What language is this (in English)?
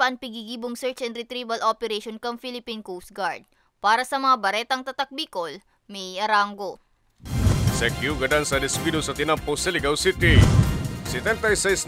Bikol